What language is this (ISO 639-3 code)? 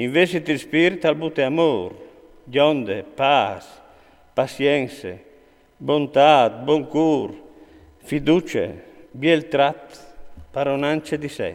fur